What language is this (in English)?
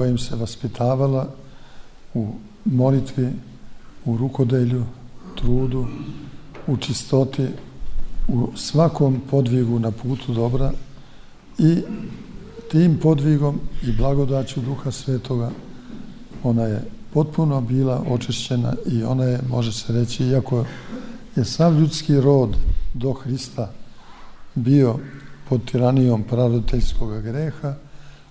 Serbian